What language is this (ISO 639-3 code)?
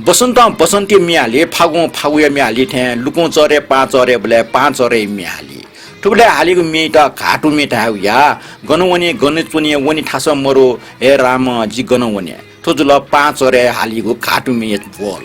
new